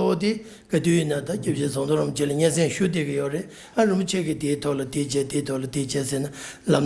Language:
Tibetan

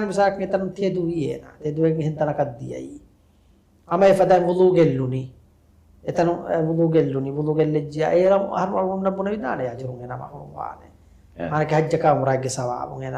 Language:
Divehi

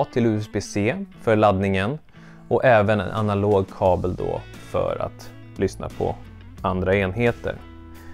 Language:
Swedish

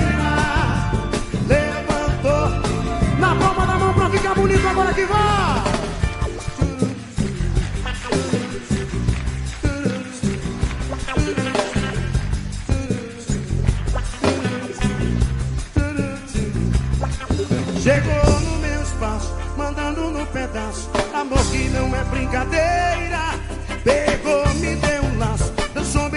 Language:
Portuguese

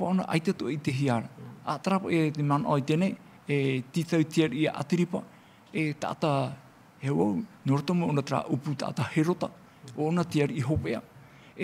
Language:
Tahitian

